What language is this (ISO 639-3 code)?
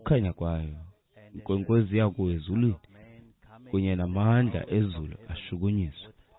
xho